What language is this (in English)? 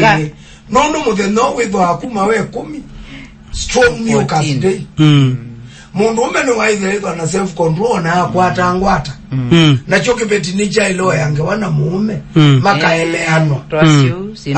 Kamba